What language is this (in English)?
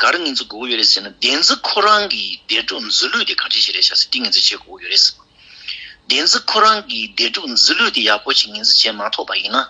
Tibetan